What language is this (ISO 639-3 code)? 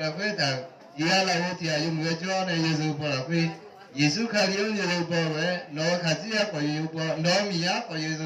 ahk